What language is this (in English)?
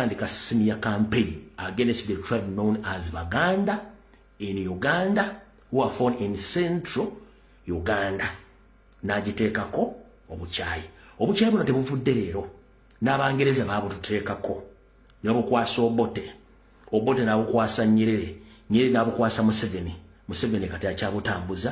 Ganda